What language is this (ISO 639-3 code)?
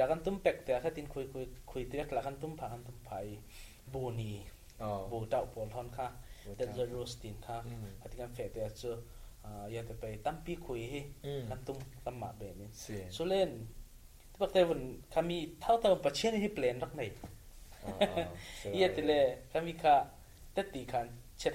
cfm